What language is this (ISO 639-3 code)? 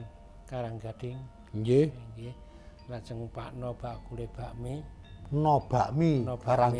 jav